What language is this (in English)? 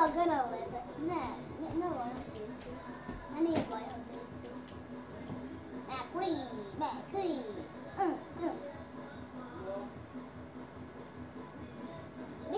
Finnish